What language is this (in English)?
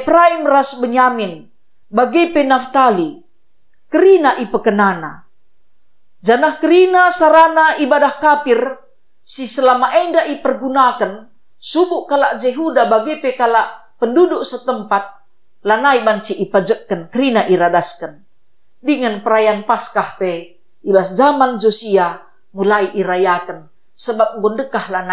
Batak Karo